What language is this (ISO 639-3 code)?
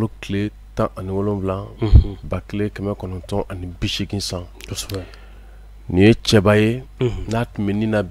bam